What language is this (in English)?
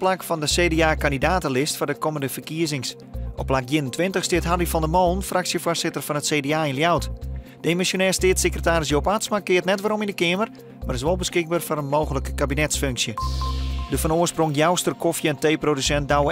Western Frisian